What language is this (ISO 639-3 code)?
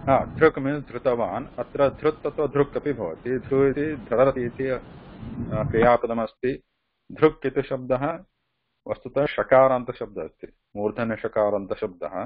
san